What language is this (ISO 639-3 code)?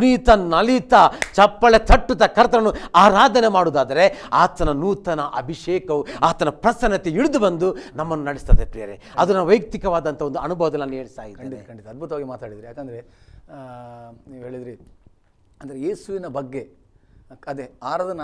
kan